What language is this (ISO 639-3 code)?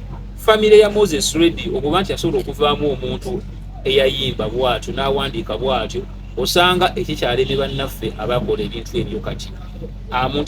lug